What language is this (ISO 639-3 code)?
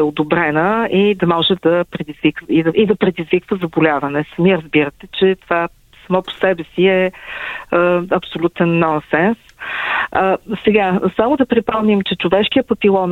bul